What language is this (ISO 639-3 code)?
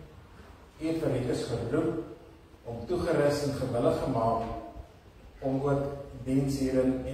afr